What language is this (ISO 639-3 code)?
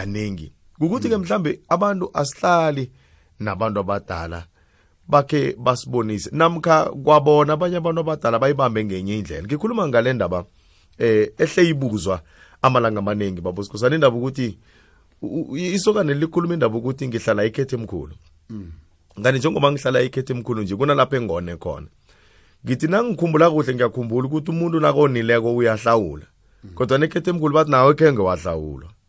nbl